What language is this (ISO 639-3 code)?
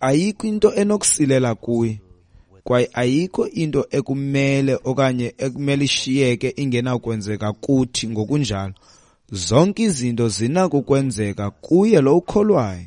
xho